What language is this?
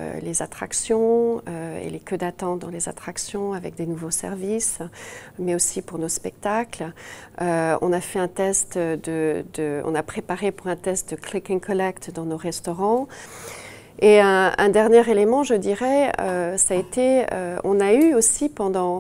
French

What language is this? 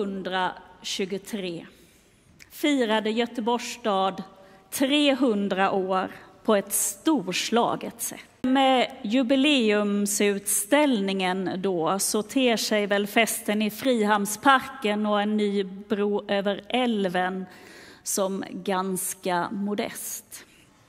Swedish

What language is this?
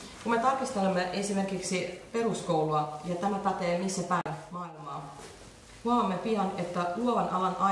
Finnish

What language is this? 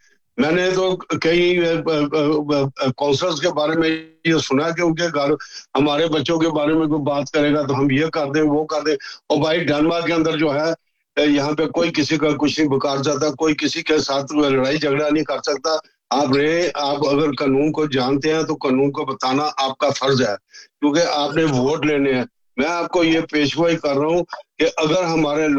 Urdu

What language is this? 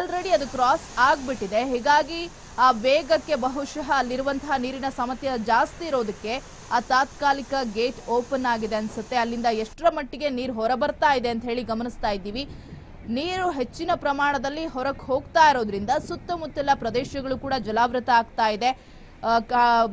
Kannada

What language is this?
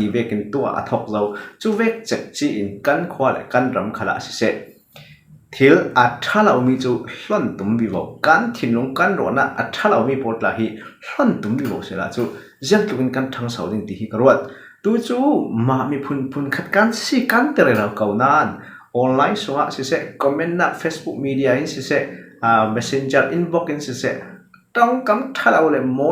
Falam Chin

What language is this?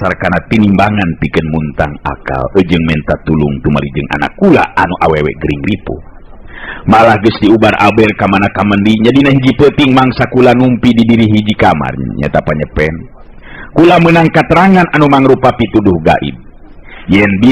Sundanese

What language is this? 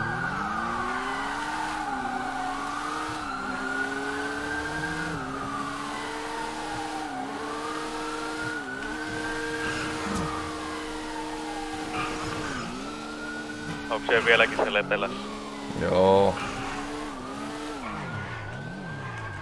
Finnish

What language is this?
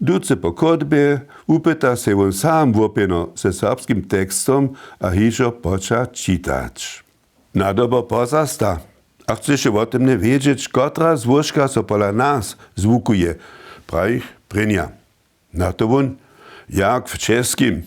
Upper Sorbian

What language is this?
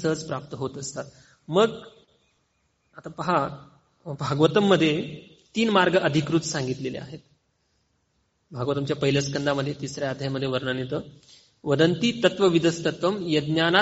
Marathi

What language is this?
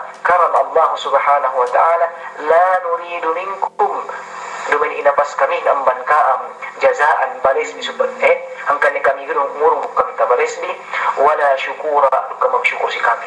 Yakan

